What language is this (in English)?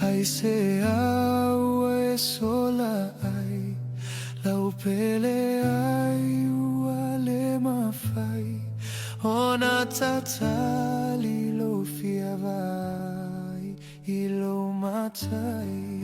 Samoan